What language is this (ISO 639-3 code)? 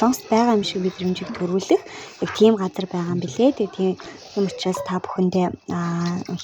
mon